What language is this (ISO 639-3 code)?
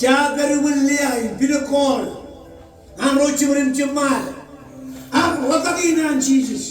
mah